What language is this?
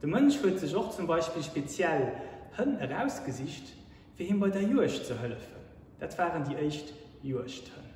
Luxembourgish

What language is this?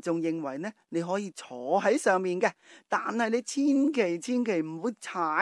Cantonese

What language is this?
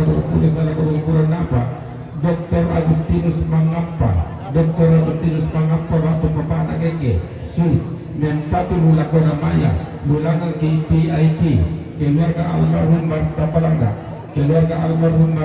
Toraja-Sa'dan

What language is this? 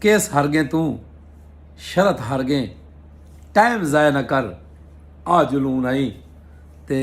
Saraiki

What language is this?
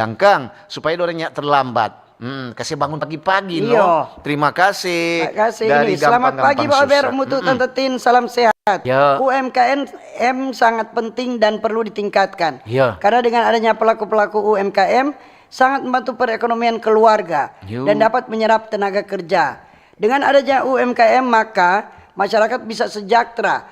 Manado Malay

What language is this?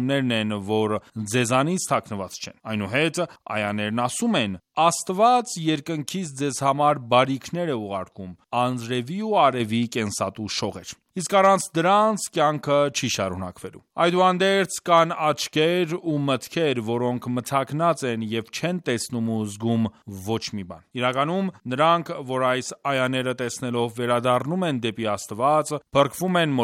Armenian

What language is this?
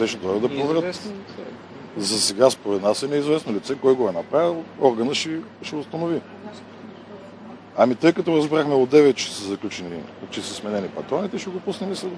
Bulgarian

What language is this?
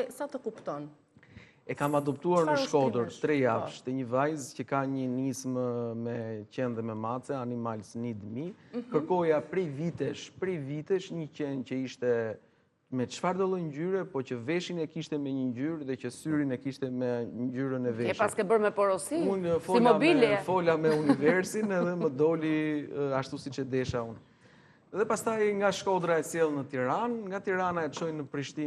Albanian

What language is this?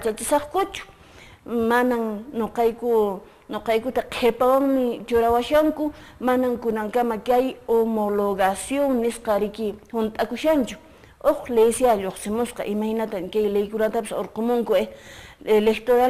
Quechua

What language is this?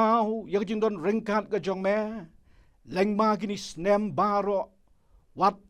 Khasi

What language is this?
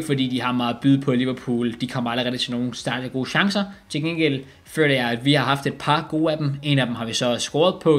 Danish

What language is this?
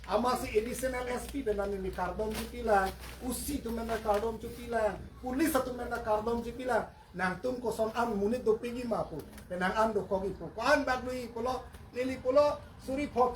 Karbi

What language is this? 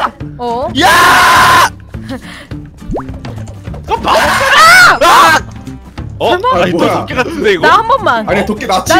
Korean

